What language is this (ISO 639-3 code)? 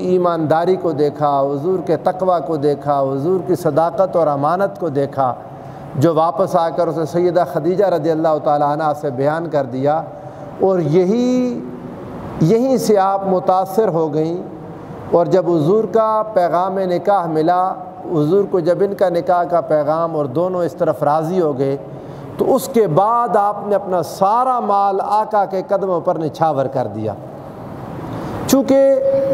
urd